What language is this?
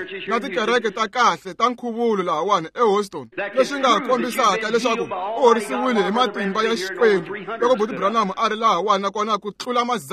Tsonga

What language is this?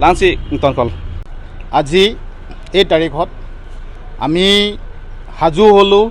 Karbi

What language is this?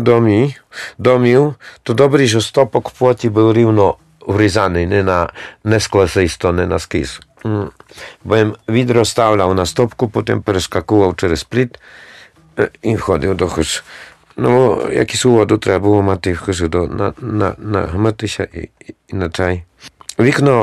Rusyn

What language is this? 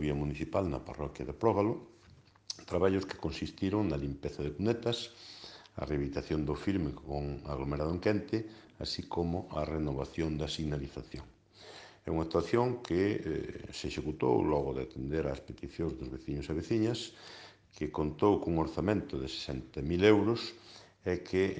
Galician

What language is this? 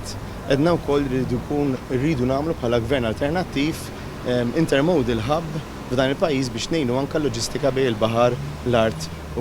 Maltese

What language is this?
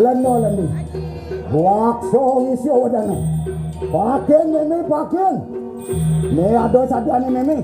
Balinese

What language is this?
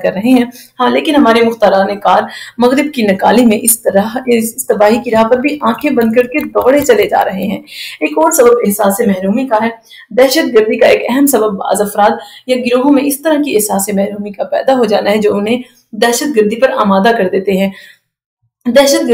Urdu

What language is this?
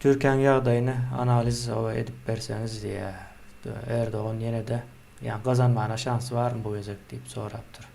Turkmen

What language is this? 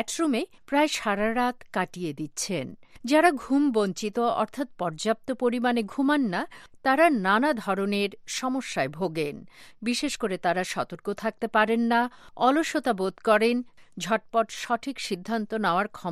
Bangla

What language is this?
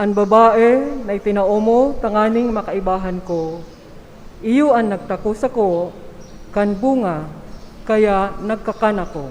Bikol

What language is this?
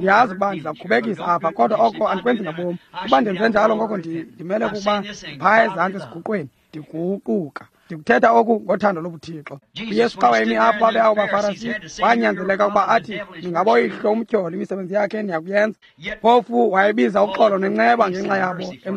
Xhosa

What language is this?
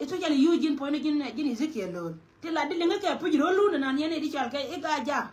Nuer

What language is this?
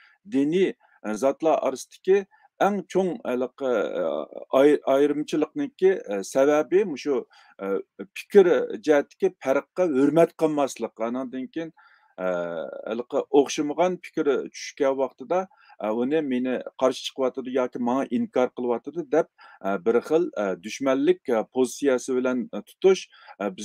Uyghur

